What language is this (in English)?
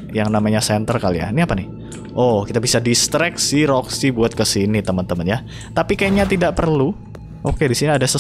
Indonesian